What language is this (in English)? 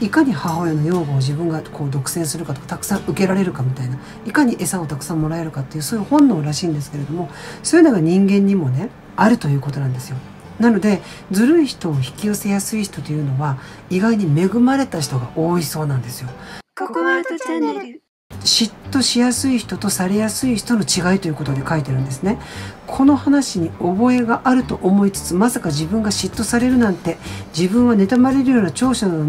Japanese